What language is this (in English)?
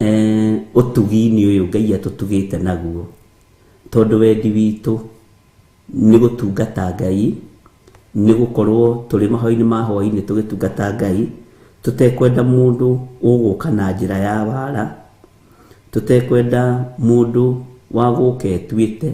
Kikuyu